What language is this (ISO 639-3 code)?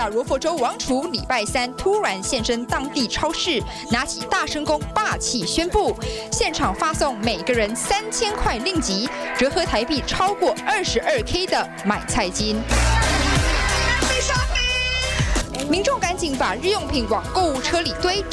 zho